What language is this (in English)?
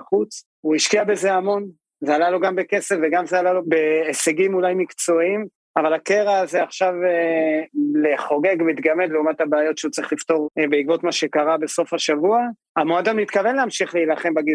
Hebrew